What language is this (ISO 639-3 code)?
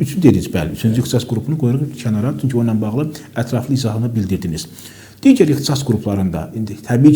aze